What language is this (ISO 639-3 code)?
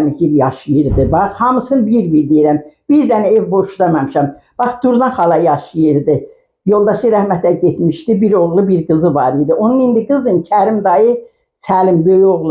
aze